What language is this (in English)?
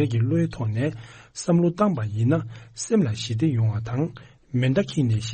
Tibetan